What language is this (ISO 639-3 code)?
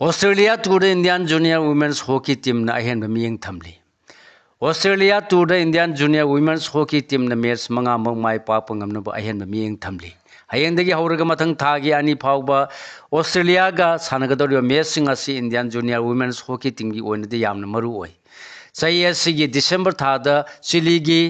mni